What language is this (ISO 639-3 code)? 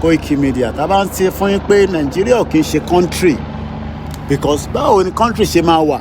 yor